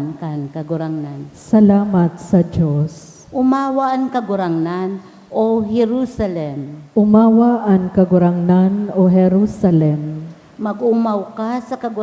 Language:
Bikol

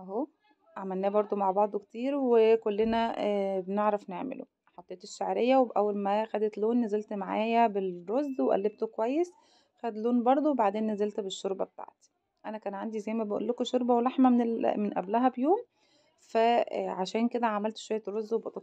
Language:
Egyptian Arabic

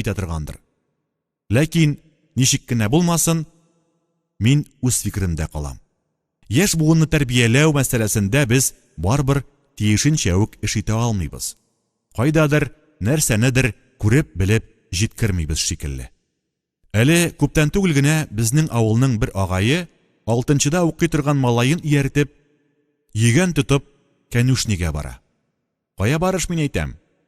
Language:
Tatar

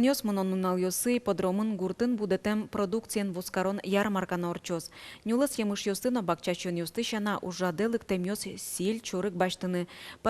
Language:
Udmurt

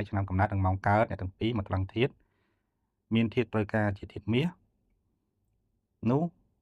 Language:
Khmer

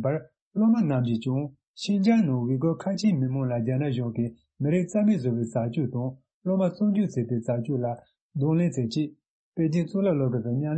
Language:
Tibetan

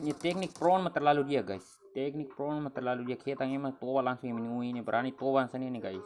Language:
Tetum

